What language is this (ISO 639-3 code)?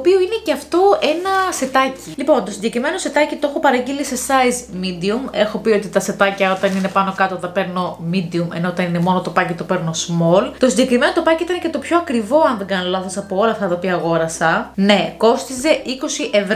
ell